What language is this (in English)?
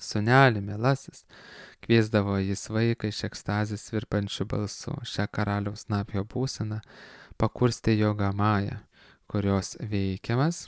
Lithuanian